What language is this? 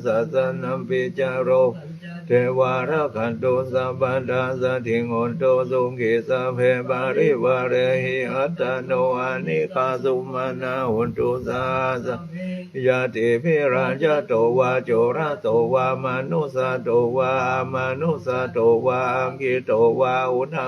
Pali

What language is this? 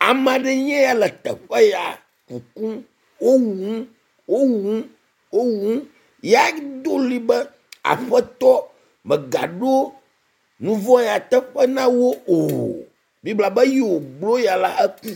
Ewe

